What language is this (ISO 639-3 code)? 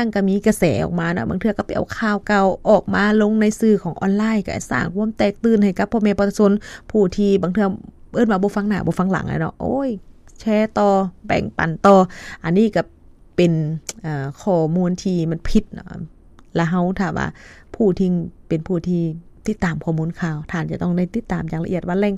lao